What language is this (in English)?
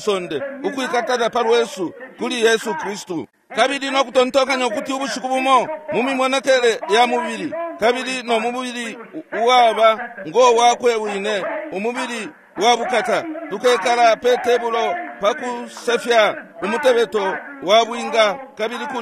Bemba